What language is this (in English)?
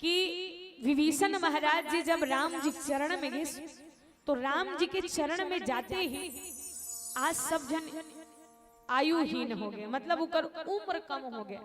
Chhattisgarhi